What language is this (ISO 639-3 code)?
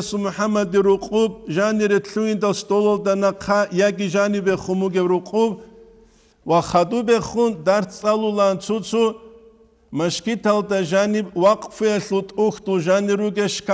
ava